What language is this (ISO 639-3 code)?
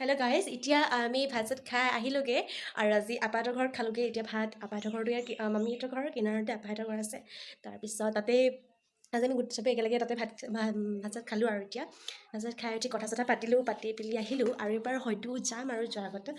asm